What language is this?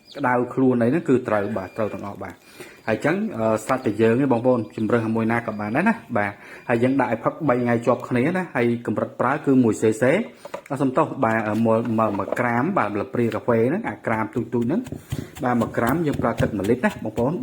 Khmer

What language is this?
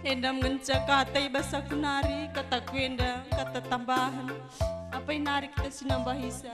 Batak Karo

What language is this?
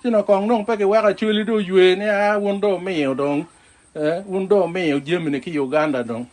Acoli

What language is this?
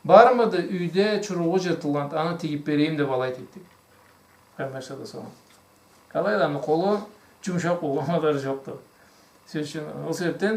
Karachay-Balkar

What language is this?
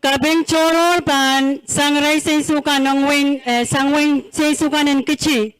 Pohnpeian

